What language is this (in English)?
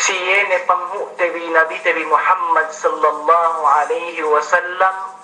Yakan